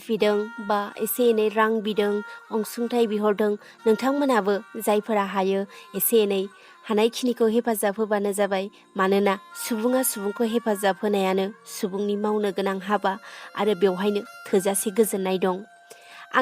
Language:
Bodo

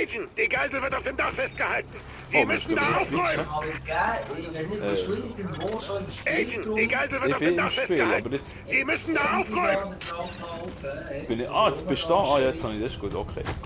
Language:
Swiss German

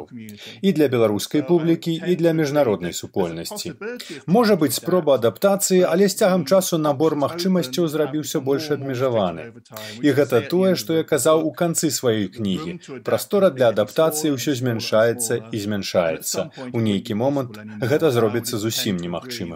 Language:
Belarusian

